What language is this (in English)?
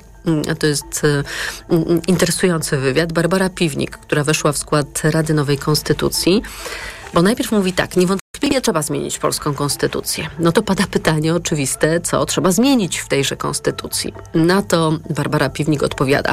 Polish